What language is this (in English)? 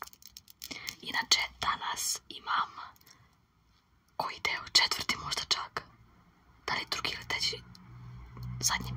Serbian